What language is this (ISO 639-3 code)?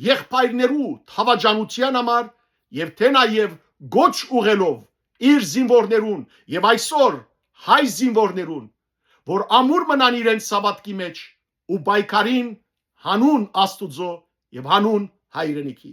hyw